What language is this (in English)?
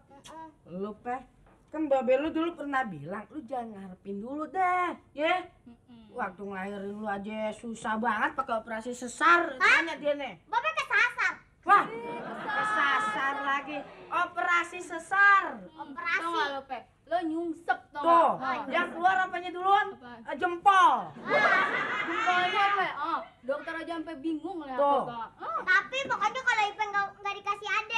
Betawi